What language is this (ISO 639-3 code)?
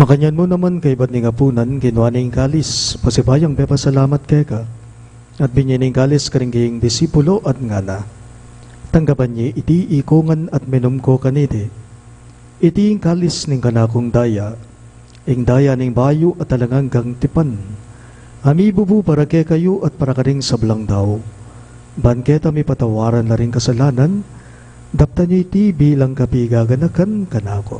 pam